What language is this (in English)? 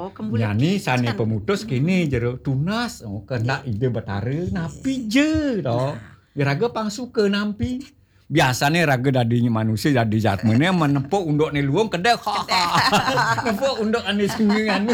Balinese